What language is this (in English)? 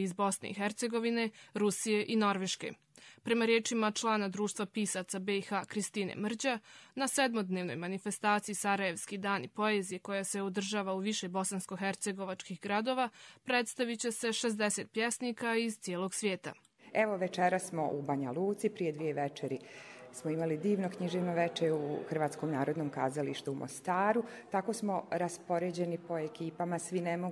Bosnian